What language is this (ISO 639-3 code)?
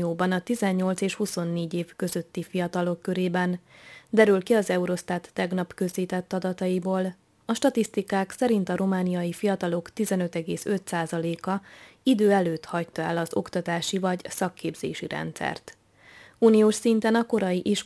hun